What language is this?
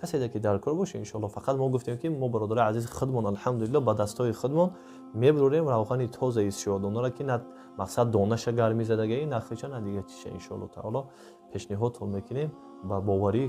Tajik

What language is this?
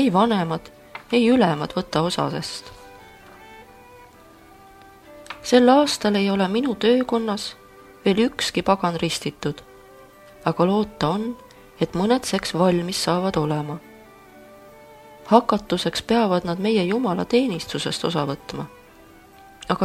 Estonian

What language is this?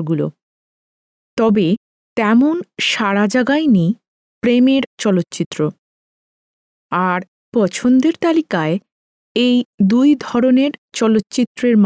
Bangla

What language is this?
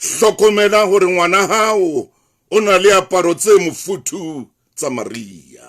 Southern Sotho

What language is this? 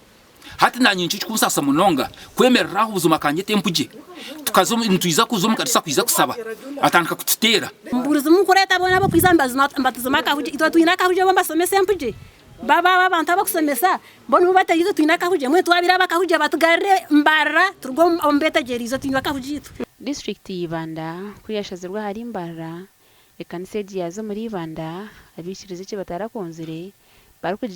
Nyankole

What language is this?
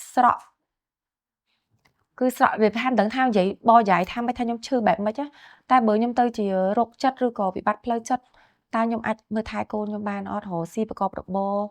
Khmer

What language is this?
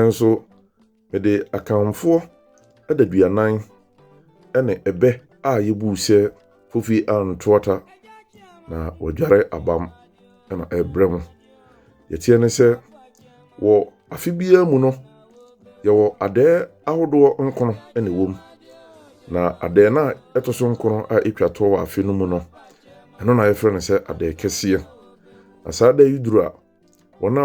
Akan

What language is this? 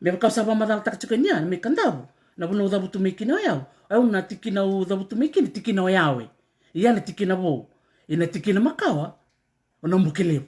Fijian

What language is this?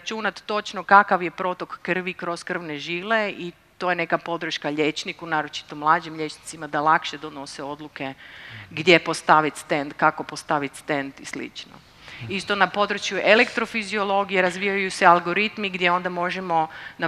Croatian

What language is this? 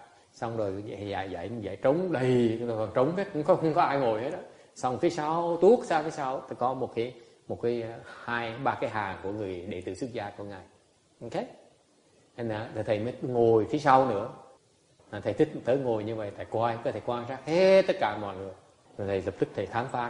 Vietnamese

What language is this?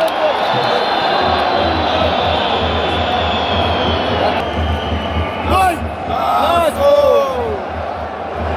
Romanian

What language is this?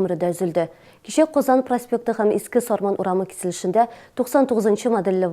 Tatar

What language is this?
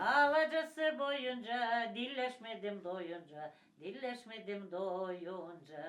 Gagauz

